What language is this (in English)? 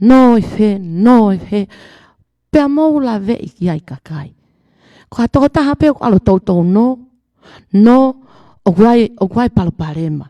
Tongan